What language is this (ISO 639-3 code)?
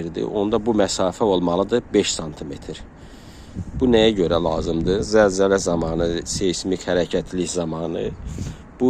aze